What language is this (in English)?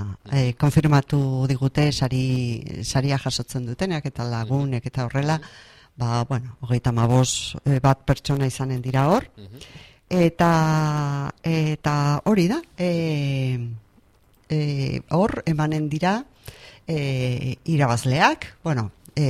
Basque